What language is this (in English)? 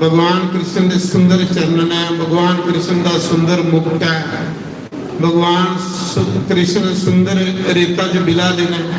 Dogri